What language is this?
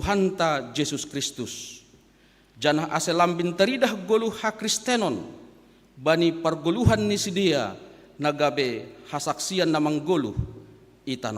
Batak Simalungun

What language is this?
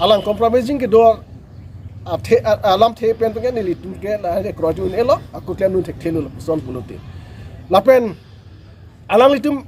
Karbi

